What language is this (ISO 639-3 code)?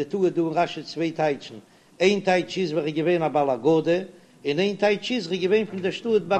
yid